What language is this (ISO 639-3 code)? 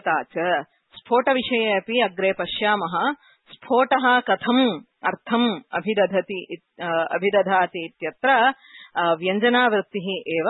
san